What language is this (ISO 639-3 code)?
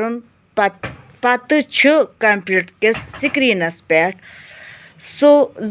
kas